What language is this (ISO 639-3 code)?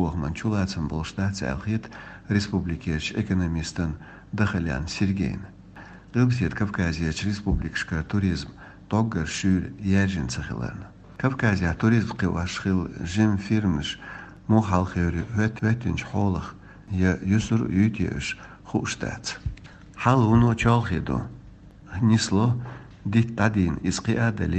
che